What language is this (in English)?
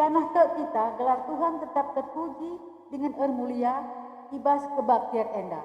Batak Karo